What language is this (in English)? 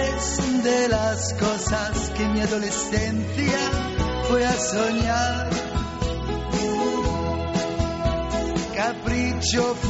Basque